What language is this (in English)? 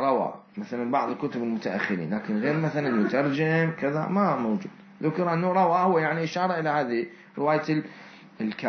Mesopotamian Arabic